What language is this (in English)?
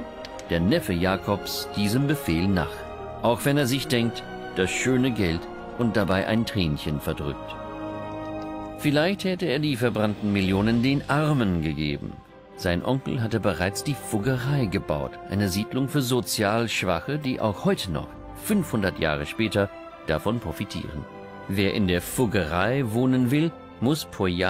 German